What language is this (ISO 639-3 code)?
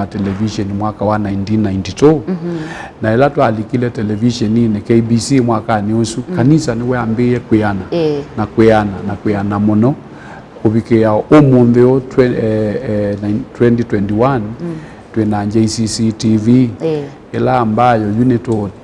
kam